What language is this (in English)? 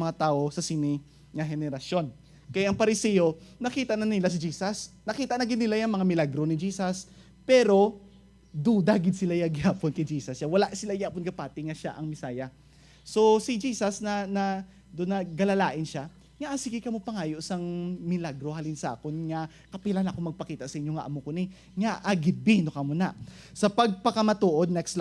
Hiligaynon